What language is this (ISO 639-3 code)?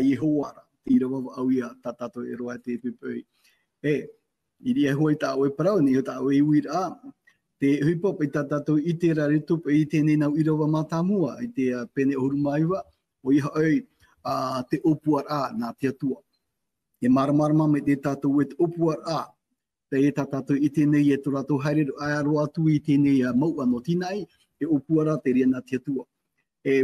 tah